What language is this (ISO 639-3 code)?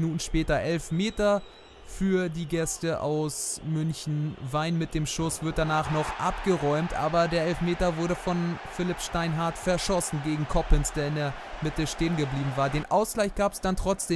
deu